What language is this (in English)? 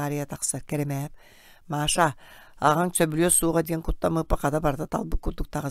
Yakut